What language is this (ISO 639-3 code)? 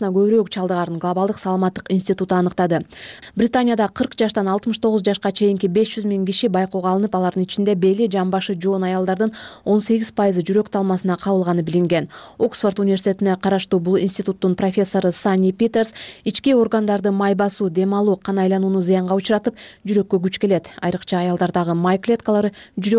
kir